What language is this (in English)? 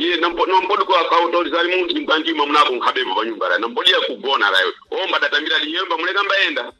Sena